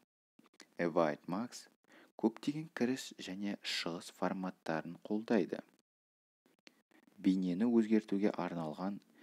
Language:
Kazakh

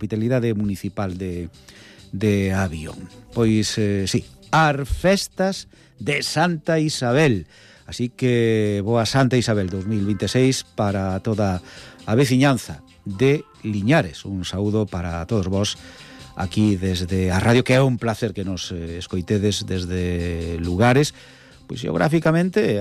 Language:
Galician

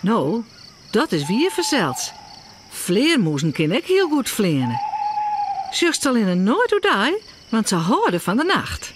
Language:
Western Frisian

